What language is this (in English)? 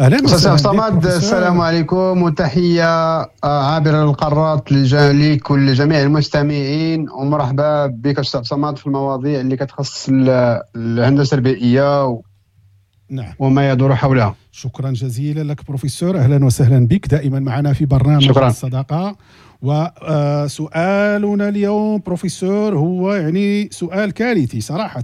Moroccan Arabic